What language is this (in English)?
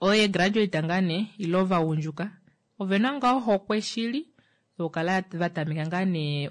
Kuanyama